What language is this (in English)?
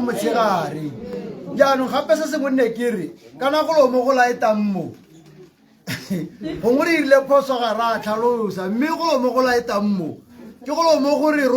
Tswana